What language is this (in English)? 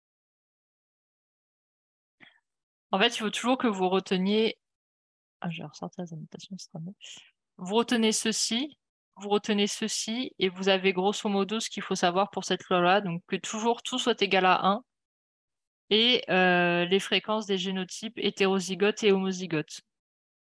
French